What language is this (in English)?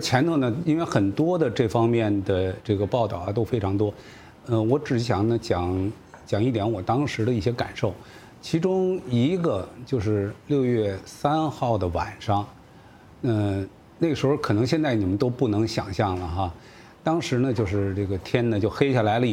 Chinese